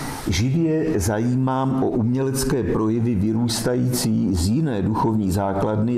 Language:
Czech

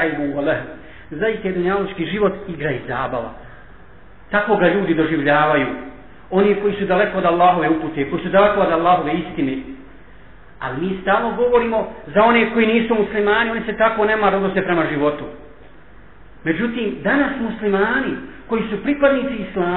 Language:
Bosnian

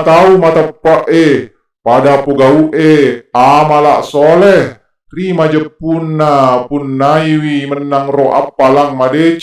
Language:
Buginese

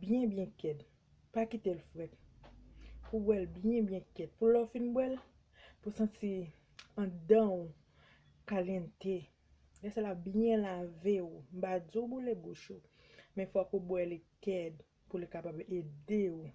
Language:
Haitian Creole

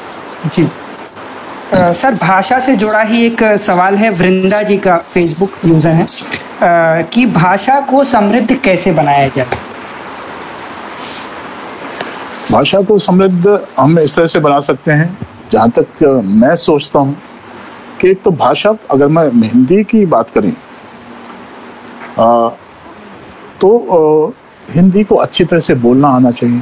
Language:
Hindi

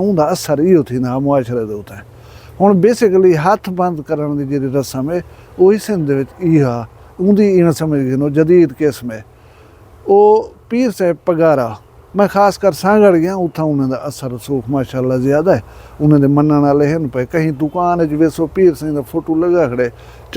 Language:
Saraiki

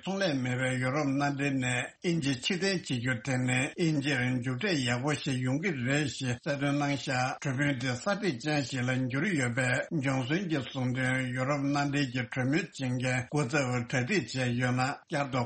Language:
Tibetan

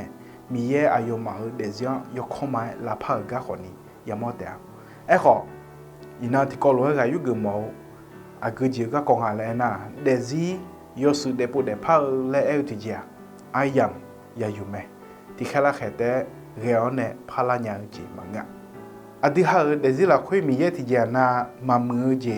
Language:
Akha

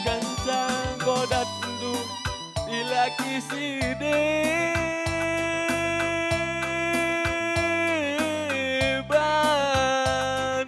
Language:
Batak Karo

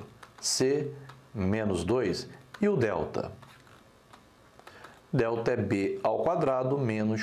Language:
Portuguese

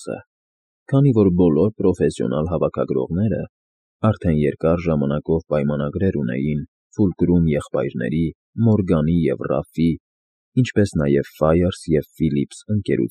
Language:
Armenian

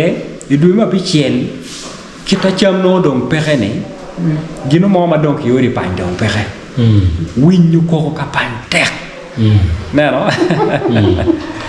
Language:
Acoli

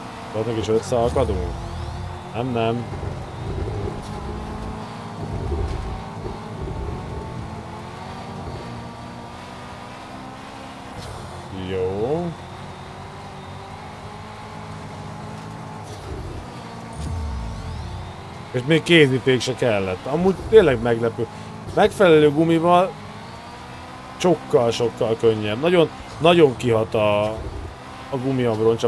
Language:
Hungarian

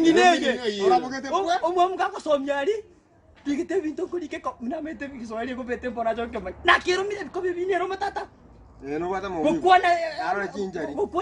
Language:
Gusii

